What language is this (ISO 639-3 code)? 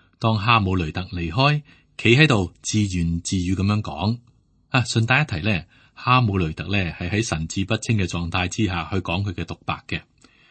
yue